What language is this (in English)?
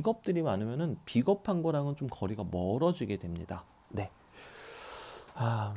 Korean